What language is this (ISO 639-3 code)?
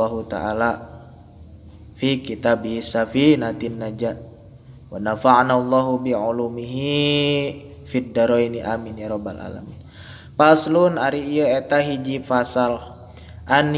sun